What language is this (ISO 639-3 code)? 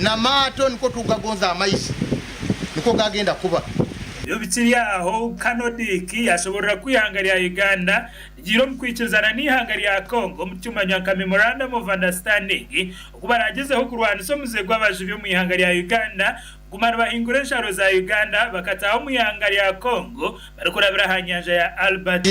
nyn